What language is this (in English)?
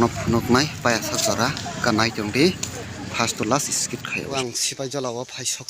Kok Borok